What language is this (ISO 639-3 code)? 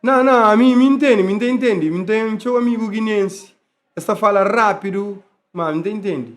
kea